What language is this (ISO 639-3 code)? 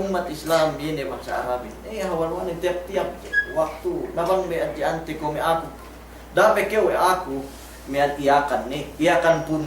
yka